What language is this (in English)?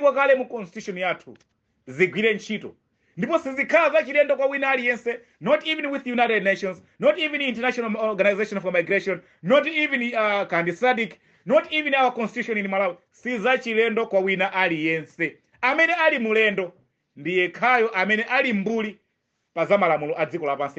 Nyanja